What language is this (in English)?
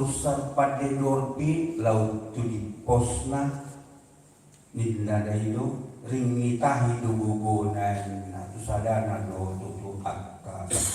Batak Toba